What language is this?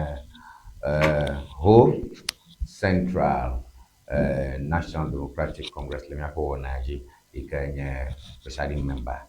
Ewe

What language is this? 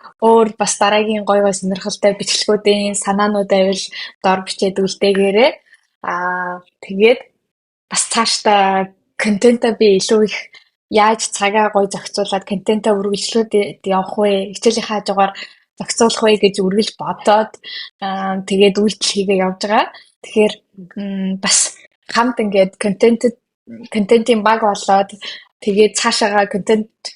Mongolian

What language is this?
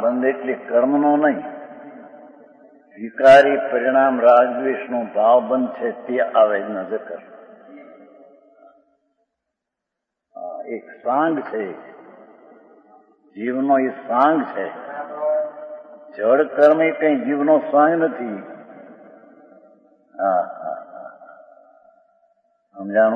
Gujarati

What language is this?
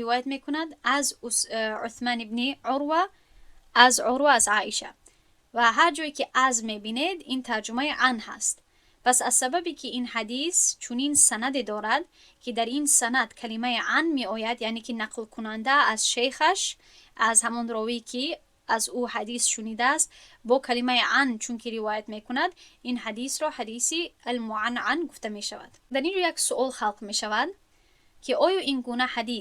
Tajik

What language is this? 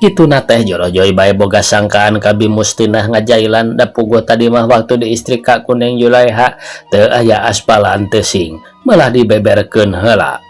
Sundanese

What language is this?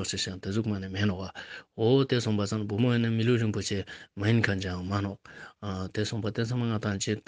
Ladakhi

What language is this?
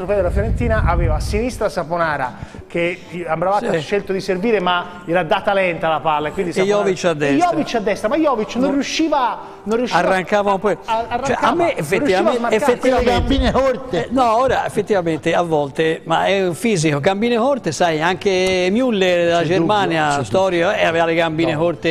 Italian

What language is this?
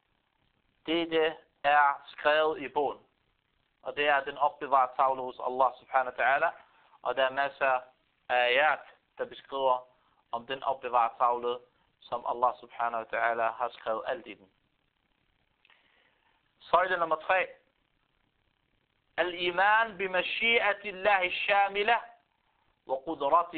Danish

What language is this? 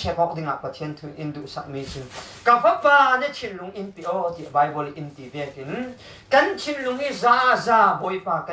Falam Chin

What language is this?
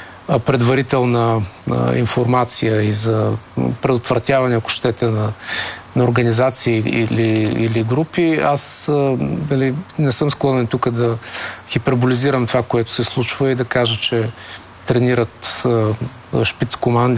Bulgarian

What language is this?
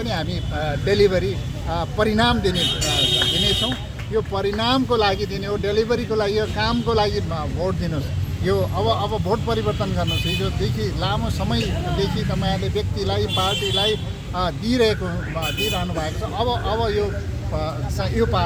Nepali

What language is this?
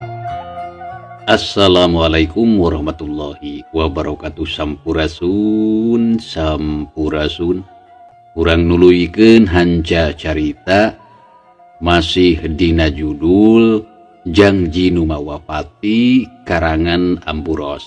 Sundanese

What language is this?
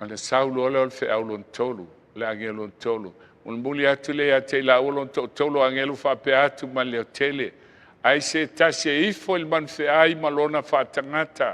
Samoan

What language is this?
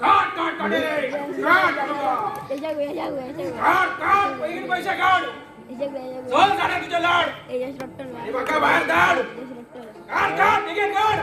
Konkani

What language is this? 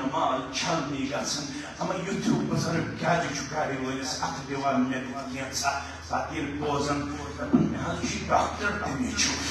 Kashmiri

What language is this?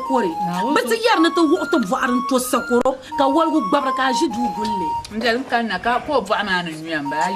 Dagbani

